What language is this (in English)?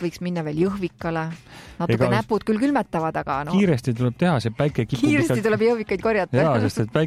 Estonian